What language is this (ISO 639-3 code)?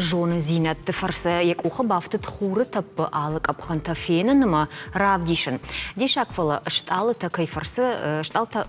oss